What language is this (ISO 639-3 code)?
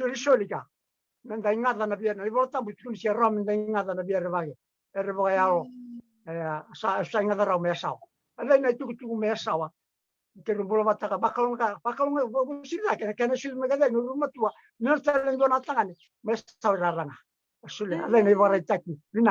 fij